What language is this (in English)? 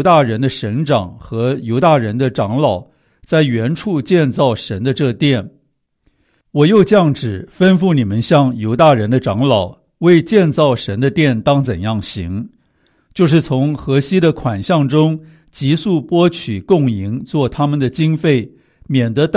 Chinese